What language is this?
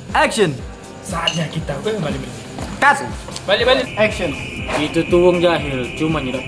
Musi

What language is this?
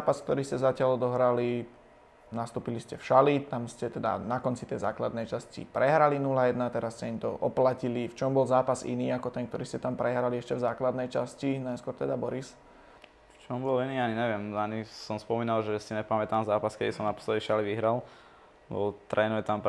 Slovak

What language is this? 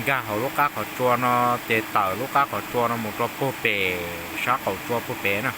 Hmong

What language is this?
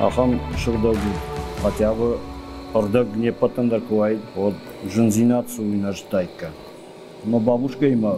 Ossetic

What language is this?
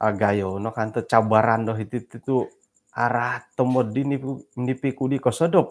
Central Dusun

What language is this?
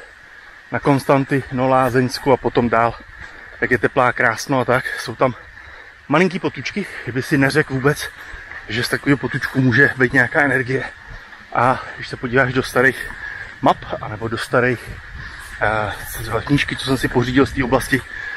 Czech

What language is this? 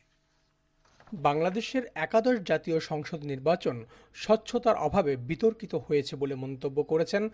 Bangla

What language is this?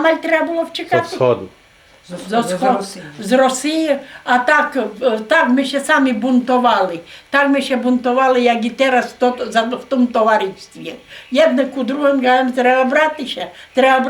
Rusyn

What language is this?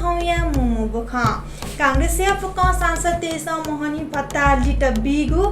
Newari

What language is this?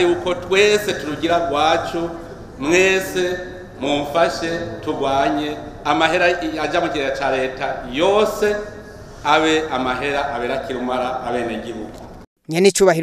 Rundi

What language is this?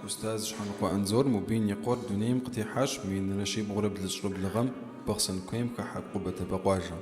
Kabardian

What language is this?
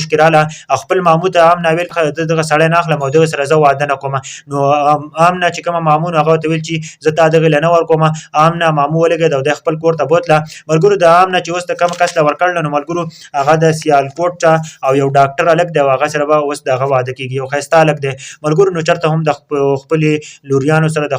Pashto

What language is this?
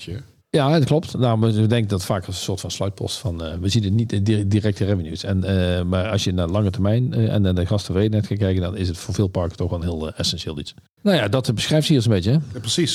Dutch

